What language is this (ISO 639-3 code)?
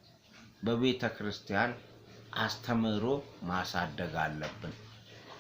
amh